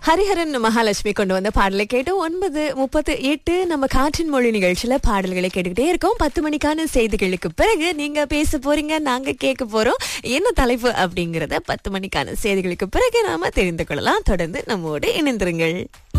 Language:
Tamil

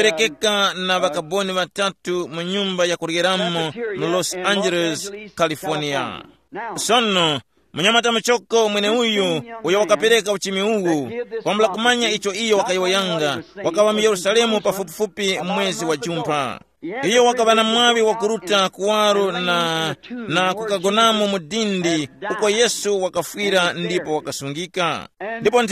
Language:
Tumbuka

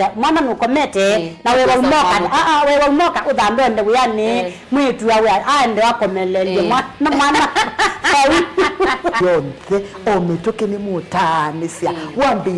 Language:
Kamba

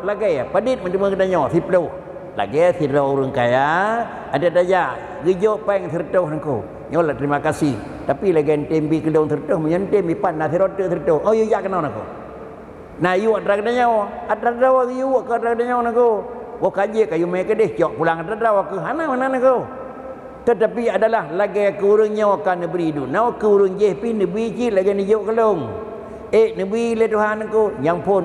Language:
Achinese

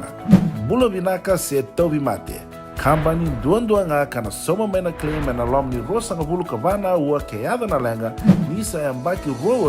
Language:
Fijian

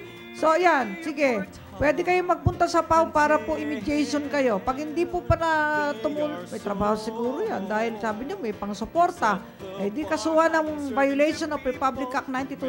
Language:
Filipino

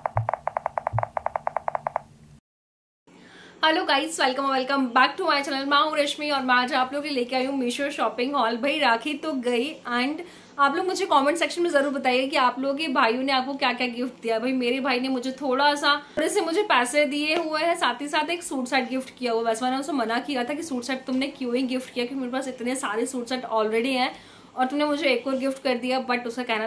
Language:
Hindi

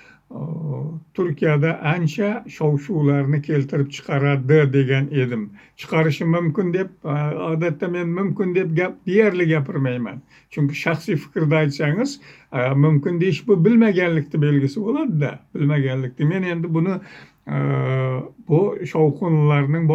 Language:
Uzbek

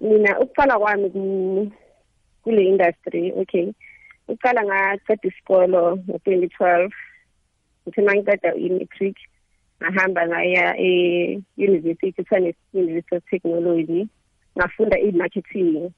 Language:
South Ndebele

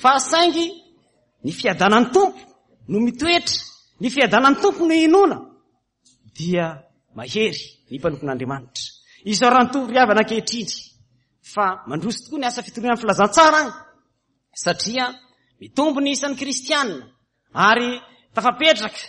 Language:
Malagasy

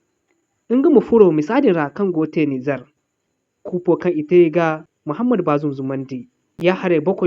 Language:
Zarma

